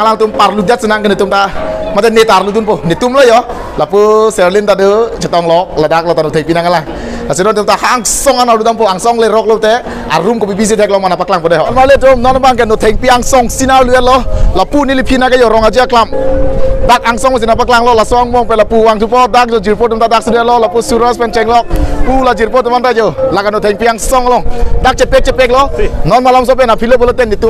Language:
Karbi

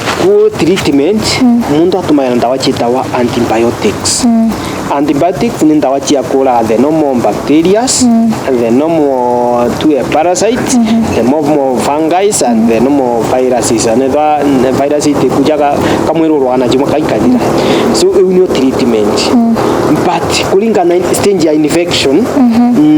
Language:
Meru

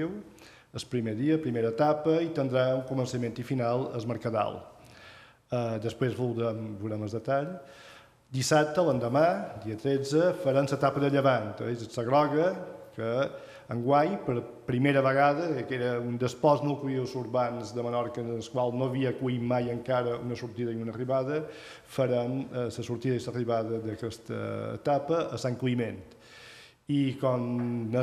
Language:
Catalan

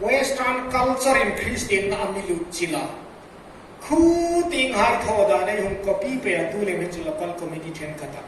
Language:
Hmar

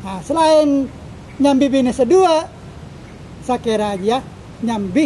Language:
Madurese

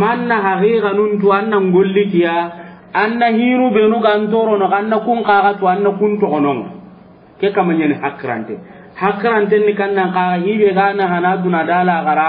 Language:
Soninke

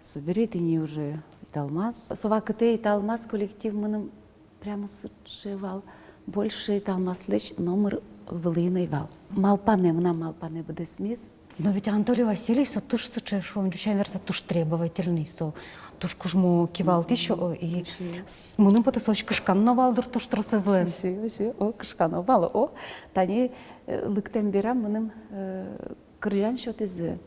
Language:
Udmurt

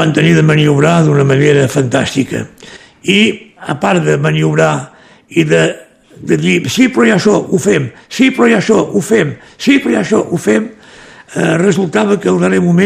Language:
Catalan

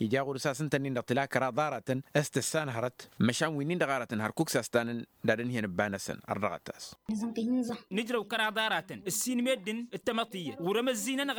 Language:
Tamasheq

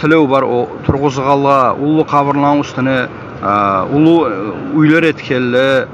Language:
Kumyk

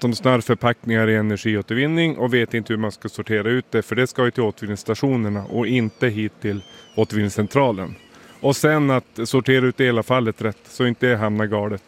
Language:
Swedish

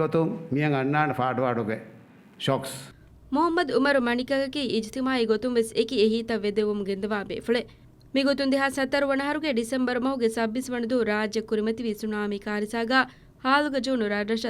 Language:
Divehi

